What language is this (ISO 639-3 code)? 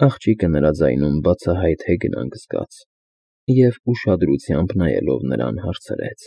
hye